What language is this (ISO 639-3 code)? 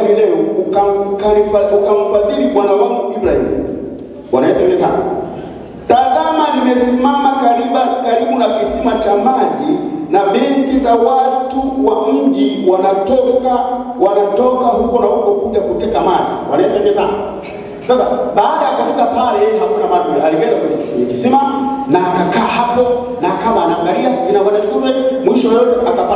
swa